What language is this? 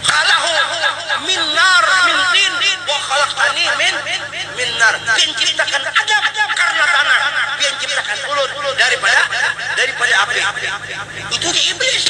Banjar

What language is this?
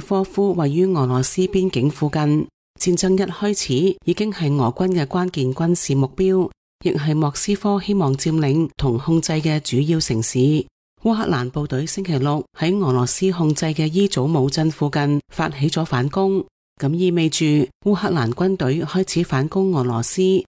Cantonese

